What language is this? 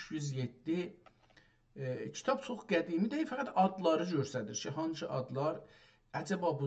South Azerbaijani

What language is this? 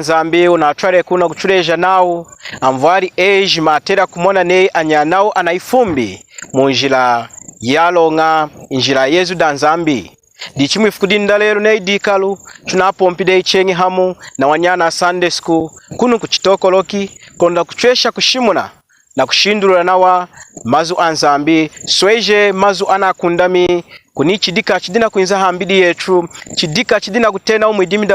Lunda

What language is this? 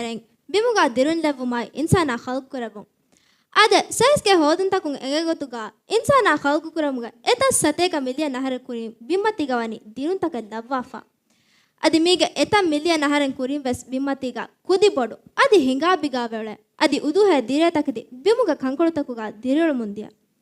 Divehi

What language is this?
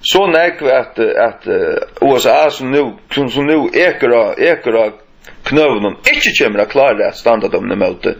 Faroese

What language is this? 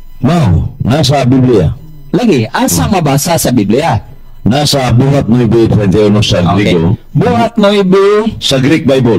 Cebuano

